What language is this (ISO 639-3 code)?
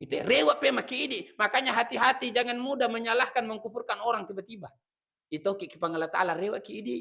bug